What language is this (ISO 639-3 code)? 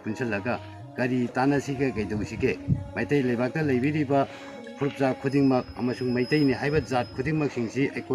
mni